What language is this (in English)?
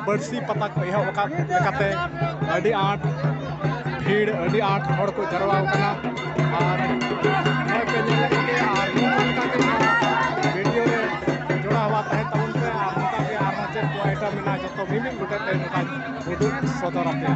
Santali